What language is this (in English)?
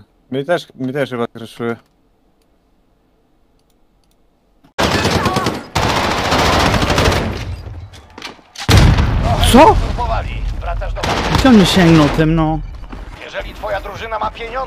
Polish